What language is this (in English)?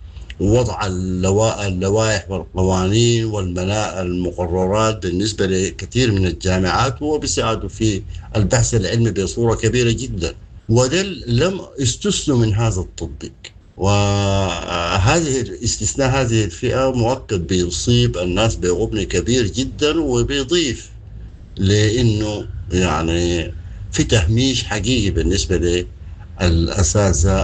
Sudanese Arabic